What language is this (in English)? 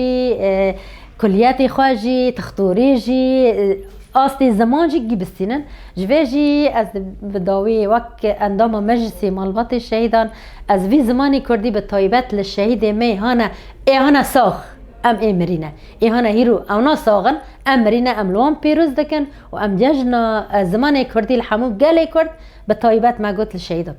Kurdish